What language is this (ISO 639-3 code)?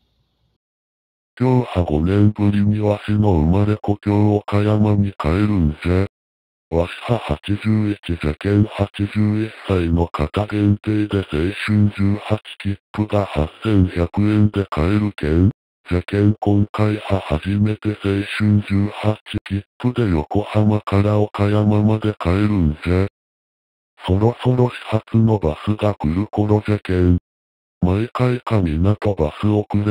jpn